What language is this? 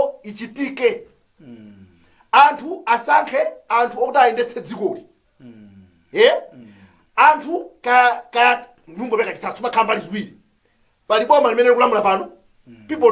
Nyanja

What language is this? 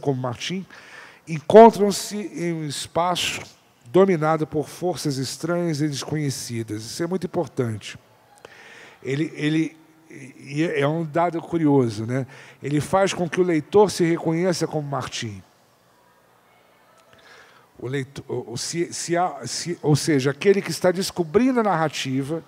Portuguese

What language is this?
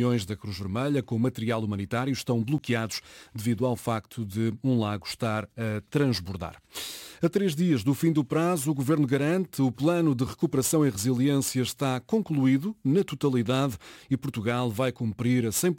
Portuguese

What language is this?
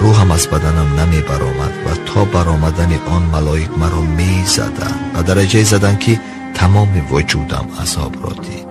Tajik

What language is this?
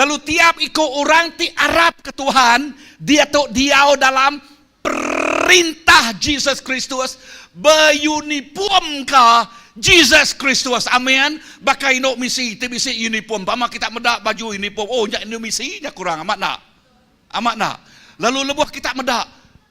Iban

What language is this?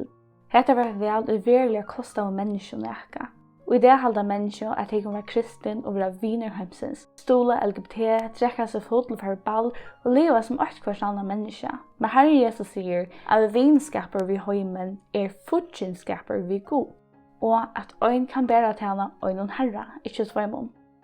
Faroese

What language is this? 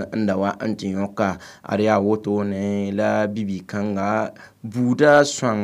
Mossi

